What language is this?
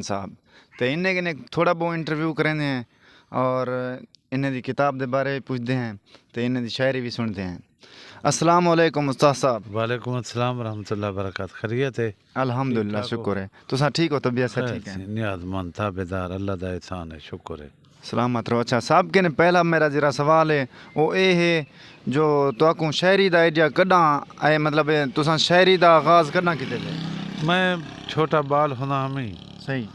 Saraiki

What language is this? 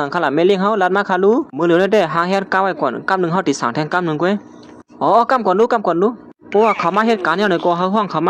Shan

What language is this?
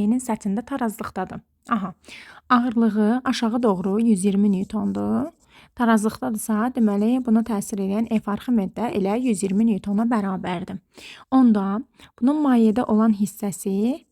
Azerbaijani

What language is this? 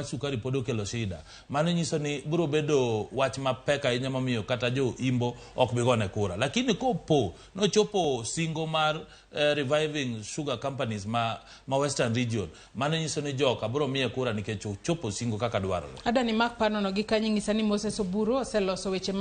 Luo (Kenya and Tanzania)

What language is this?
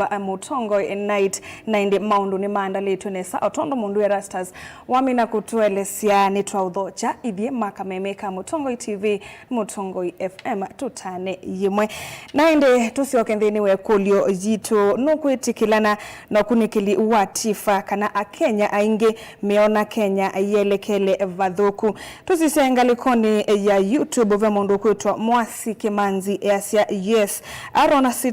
Kamba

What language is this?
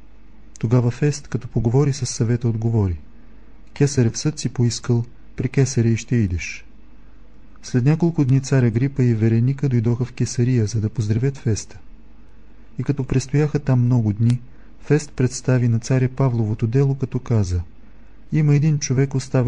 Bulgarian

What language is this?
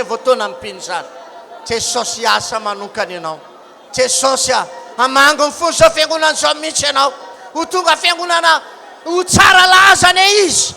Malagasy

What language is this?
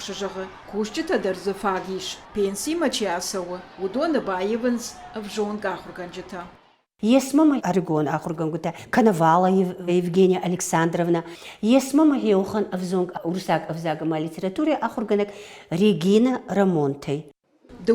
Ossetic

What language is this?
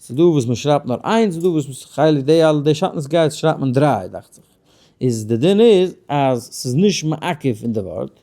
Yiddish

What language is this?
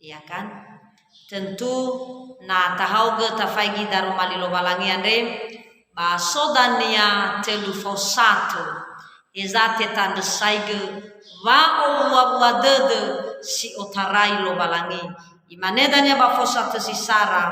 Nias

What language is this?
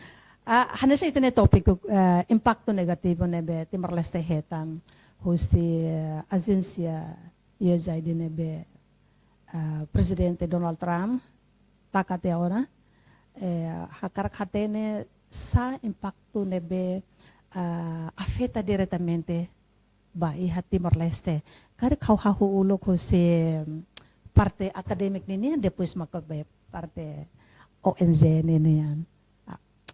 Tetum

